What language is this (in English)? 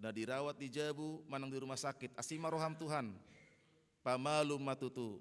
Batak Toba